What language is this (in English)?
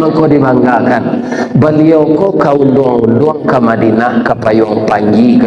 Minangkabau